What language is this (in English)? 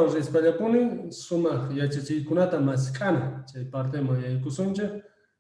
Quechua